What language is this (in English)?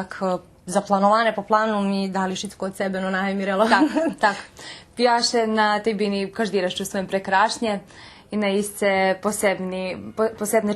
Rusyn